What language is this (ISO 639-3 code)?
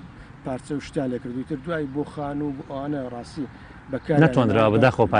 ckb